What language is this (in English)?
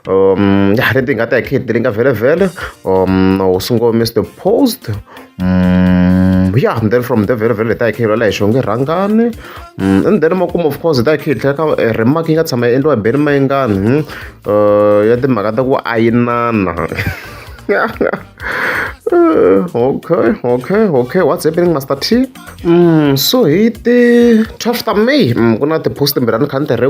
Tsonga